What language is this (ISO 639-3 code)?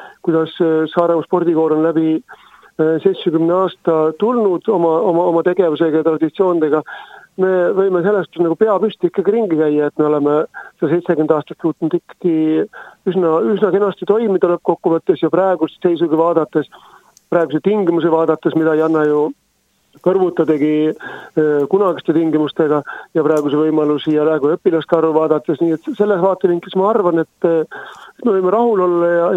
est